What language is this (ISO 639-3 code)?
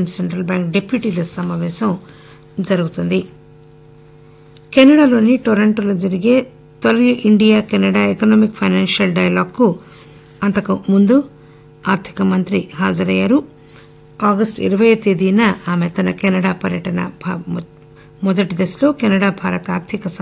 tel